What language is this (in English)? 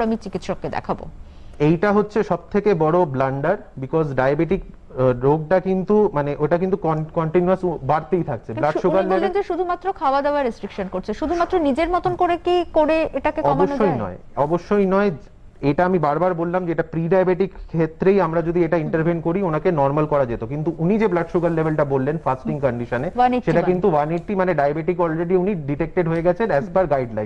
Bangla